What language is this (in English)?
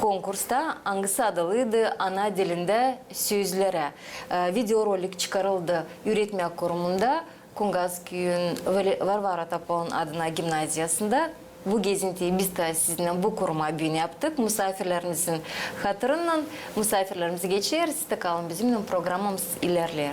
Gagauz